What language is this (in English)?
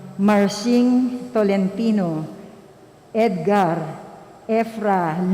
Pampanga